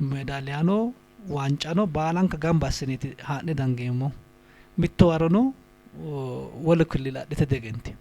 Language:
Sidamo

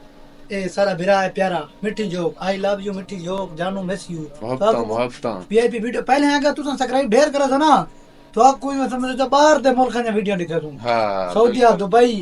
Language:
Saraiki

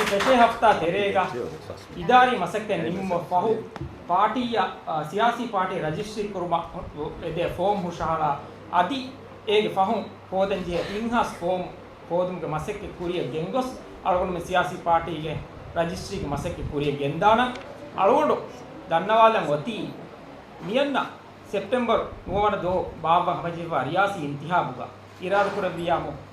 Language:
Divehi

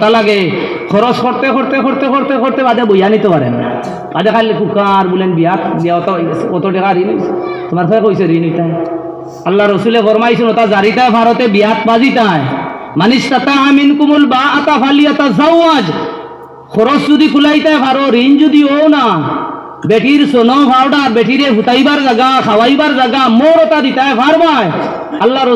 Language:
Sylheti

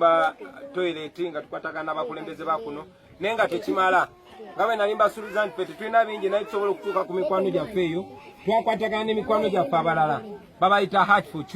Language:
Ganda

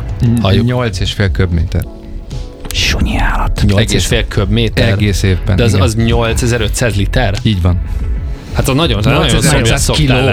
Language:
Hungarian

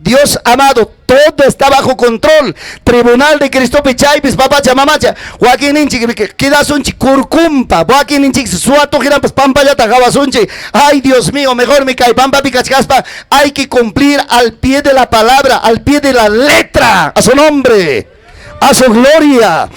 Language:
Ayacucho Quechua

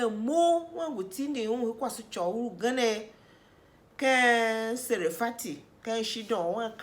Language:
Tiv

